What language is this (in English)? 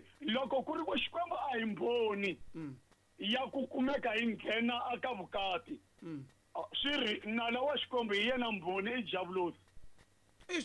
Tsonga